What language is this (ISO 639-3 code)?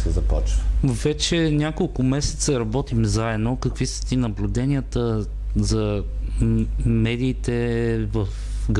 bul